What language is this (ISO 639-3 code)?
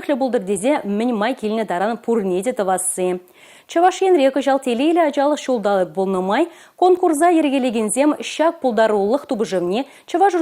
chv